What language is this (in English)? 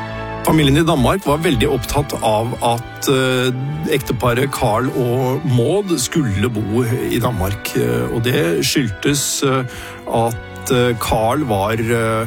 Norwegian